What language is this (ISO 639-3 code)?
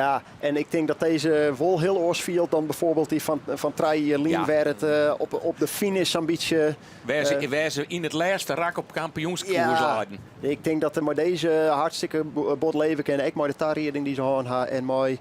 fry